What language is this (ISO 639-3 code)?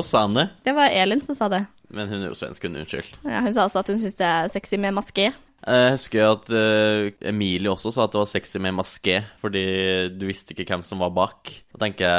nor